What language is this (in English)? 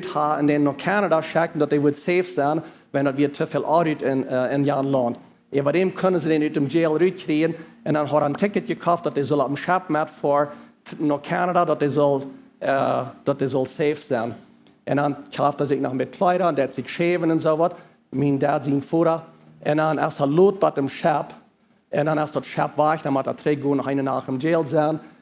Plautdietsch